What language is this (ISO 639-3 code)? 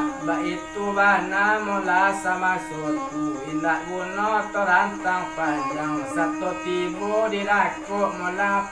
min